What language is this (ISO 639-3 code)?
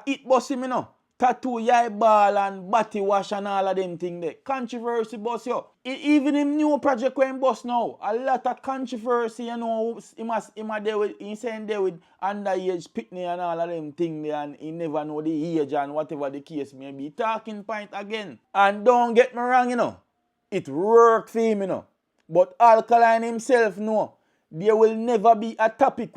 jam